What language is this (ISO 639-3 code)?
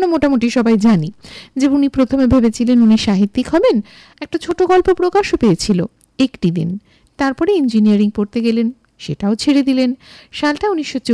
ben